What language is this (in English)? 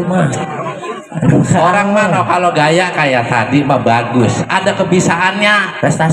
Betawi